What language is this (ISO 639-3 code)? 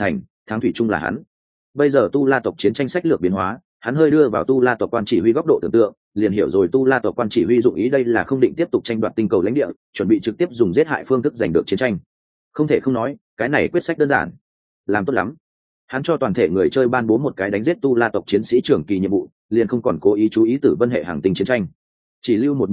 vie